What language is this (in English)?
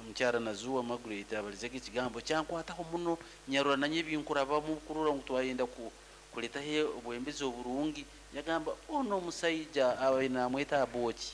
Nyoro